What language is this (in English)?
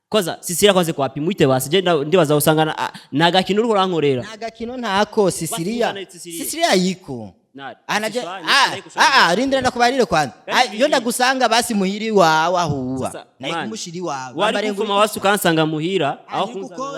Rundi